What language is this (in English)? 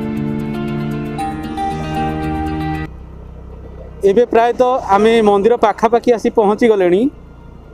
Odia